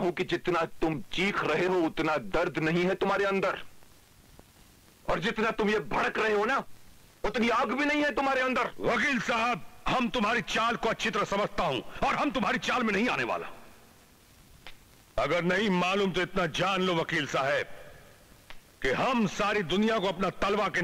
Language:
Hindi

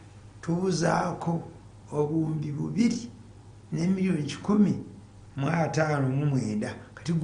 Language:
Ganda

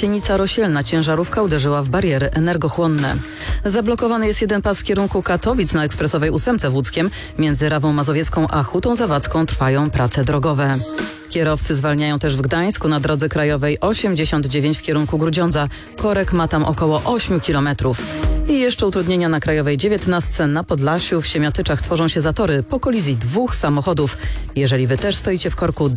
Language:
Polish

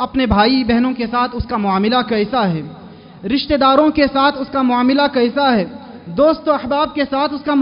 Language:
Urdu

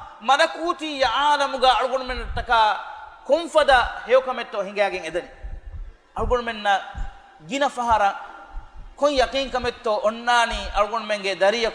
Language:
Divehi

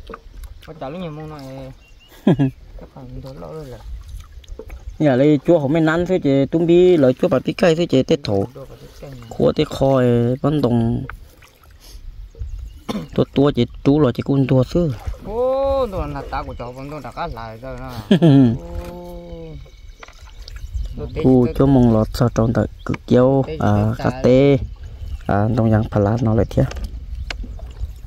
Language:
Vietnamese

